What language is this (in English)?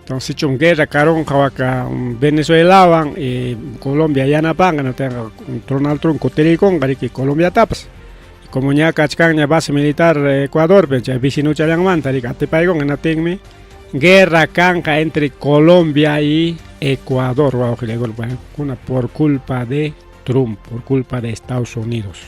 Ayacucho Quechua